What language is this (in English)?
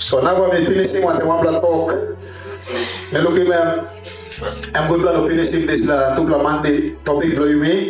Tok Pisin